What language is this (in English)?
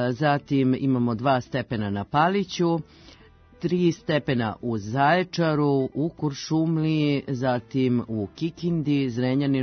Serbian